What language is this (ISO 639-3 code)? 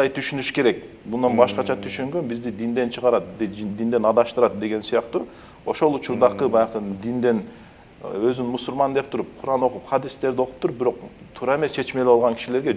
kir